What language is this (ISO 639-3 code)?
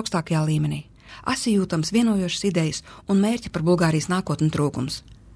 lav